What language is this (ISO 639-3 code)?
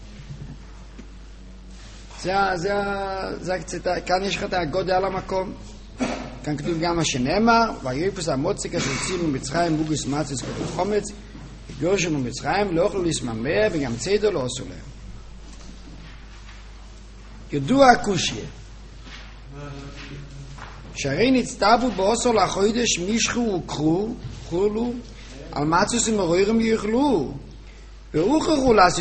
heb